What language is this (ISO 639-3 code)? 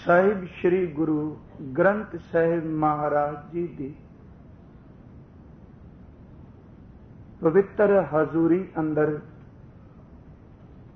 pan